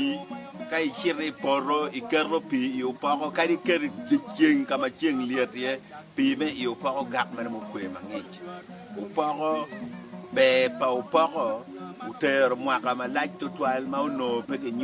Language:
Acoli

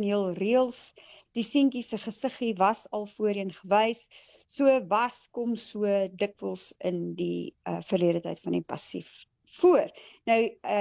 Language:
Afrikaans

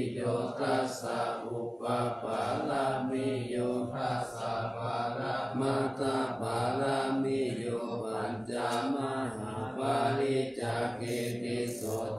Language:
Pali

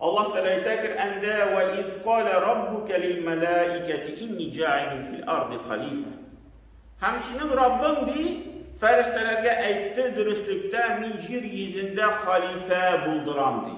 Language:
Tatar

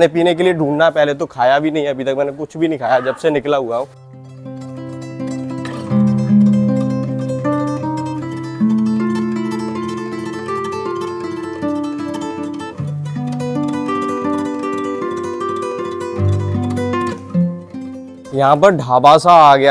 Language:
Hindi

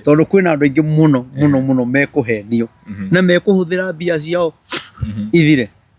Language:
Kikuyu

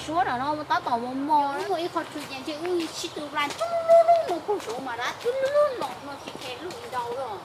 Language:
Hmong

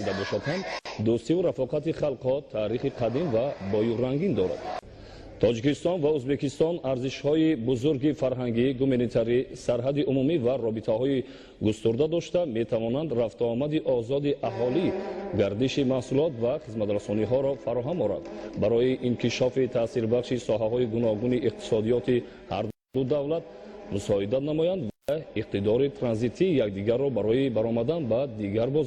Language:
Tajik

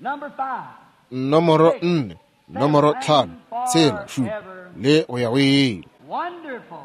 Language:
Northern Sotho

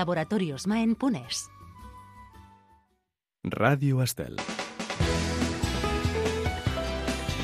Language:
Catalan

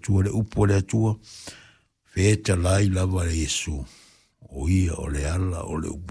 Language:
Samoan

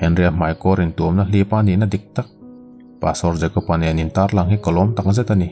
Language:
Mizo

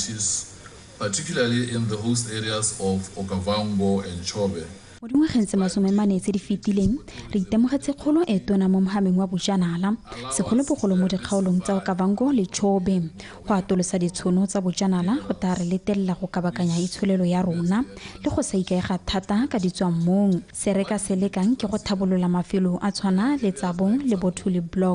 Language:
Tswana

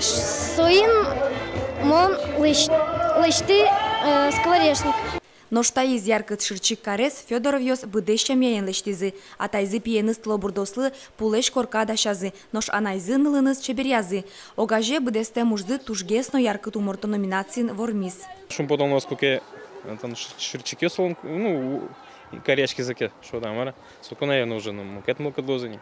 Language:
Udmurt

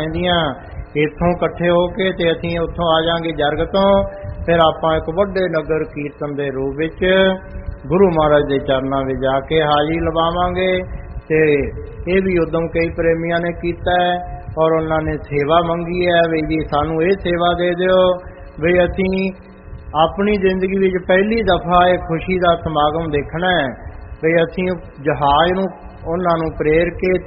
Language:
Punjabi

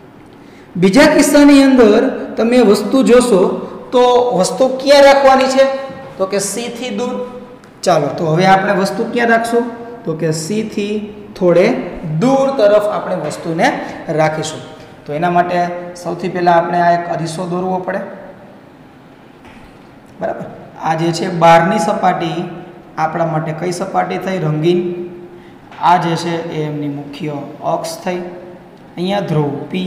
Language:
Gujarati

